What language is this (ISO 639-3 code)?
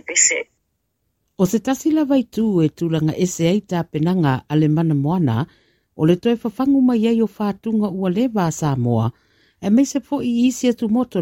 smo